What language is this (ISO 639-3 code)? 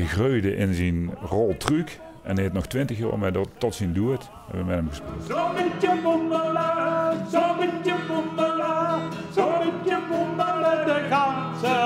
lim